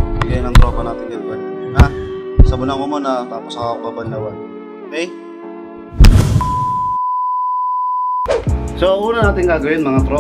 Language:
Filipino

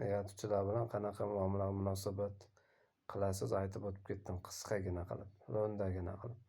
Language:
Uzbek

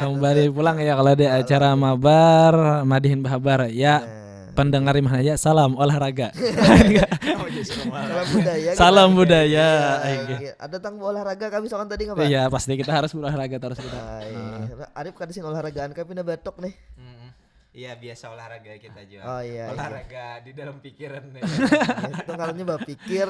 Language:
Banjar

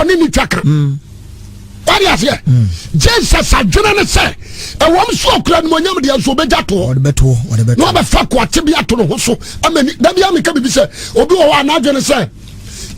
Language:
Akan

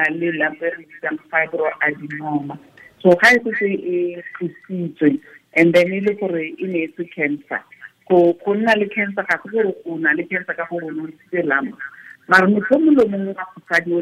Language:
Tswana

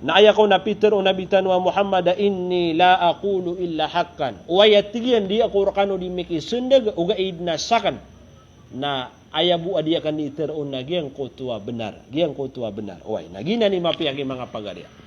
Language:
Maranao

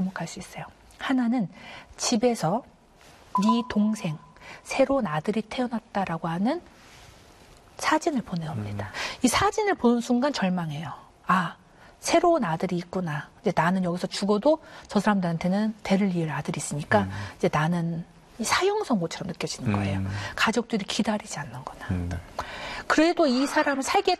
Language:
Korean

